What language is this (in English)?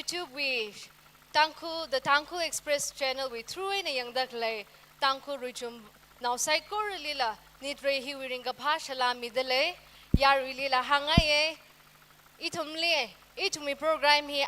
Tangkhul Naga (India)